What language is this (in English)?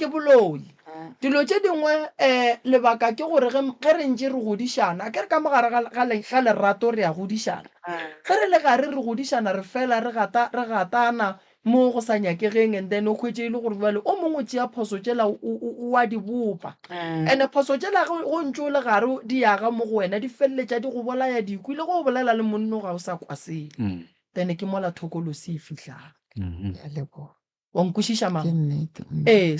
Northern Sotho